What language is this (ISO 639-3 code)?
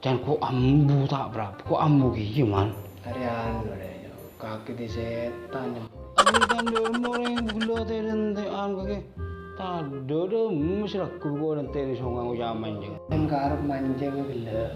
mad